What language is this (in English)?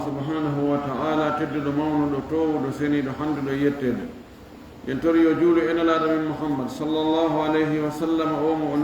Fula